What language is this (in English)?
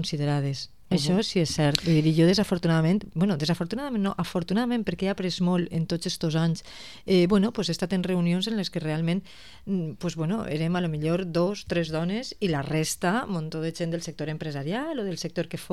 Catalan